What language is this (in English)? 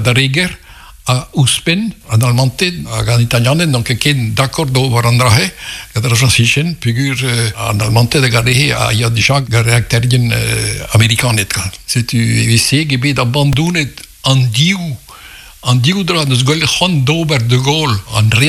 Breton